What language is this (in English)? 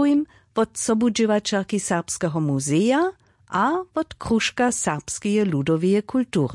Upper Sorbian